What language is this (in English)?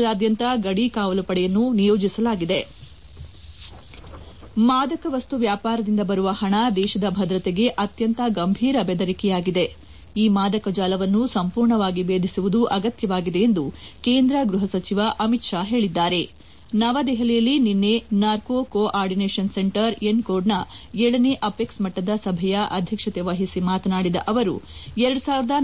Kannada